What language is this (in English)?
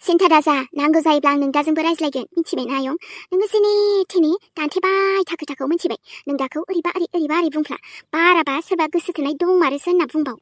Bodo